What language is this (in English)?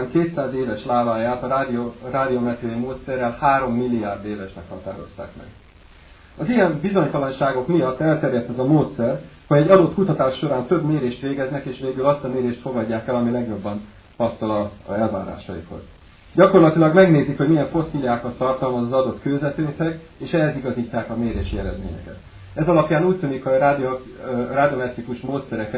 Hungarian